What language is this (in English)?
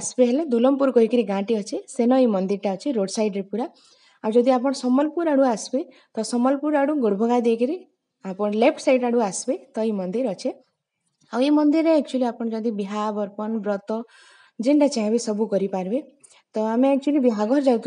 Sambalpuri